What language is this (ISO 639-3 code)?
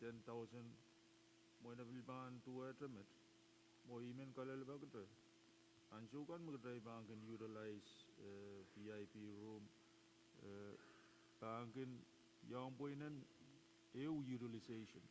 pon